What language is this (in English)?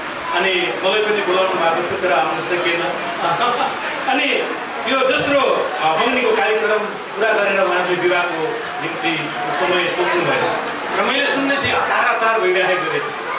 Nepali